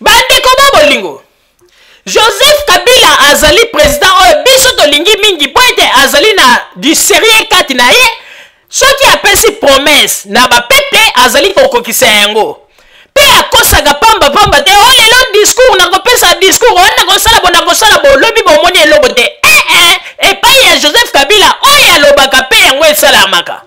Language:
Lingala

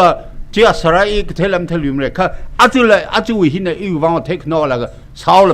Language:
Tangkhul Naga (India)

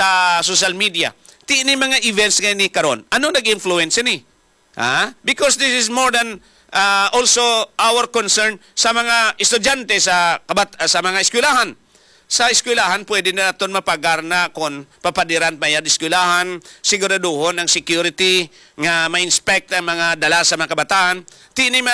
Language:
Hiligaynon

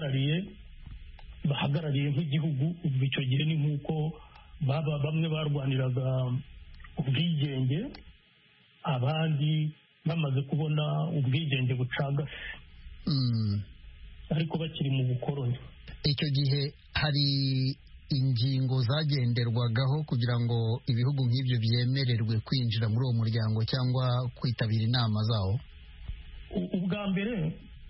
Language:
Kinyarwanda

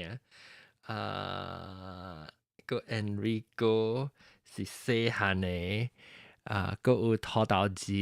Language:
Min Nan Chinese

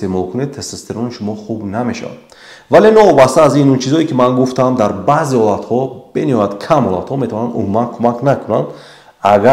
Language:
Tajik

